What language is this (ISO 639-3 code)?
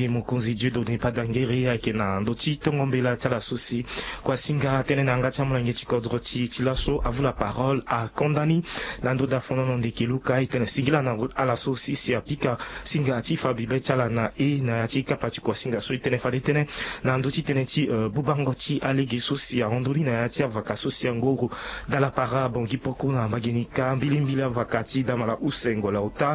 sag